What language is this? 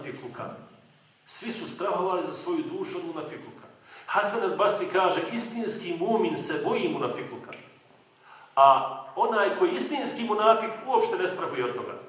Bosnian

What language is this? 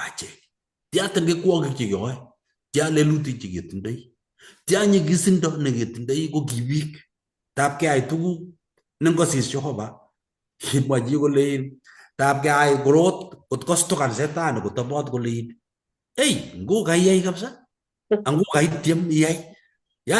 Kalenjin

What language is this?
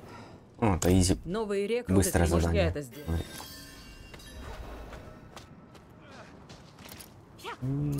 Russian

